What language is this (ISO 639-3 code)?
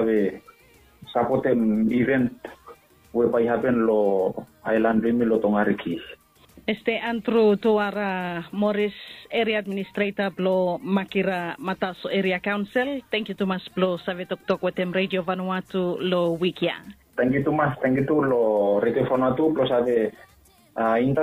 bis